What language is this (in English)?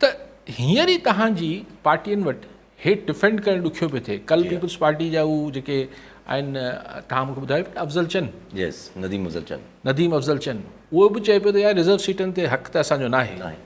Sindhi